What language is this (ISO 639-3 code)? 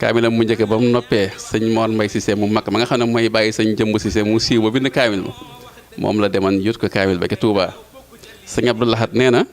wol